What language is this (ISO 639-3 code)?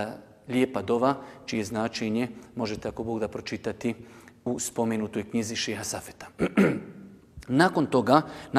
bos